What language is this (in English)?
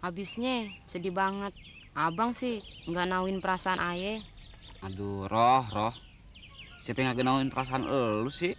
Betawi